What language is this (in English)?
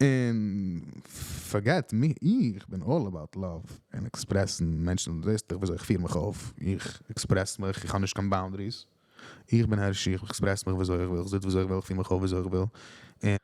Yiddish